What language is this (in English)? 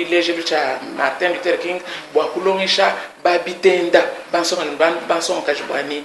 Luba-Lulua